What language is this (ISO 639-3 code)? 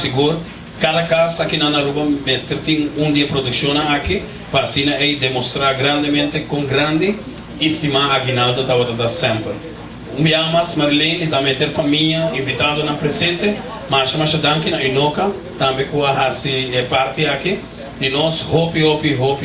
pap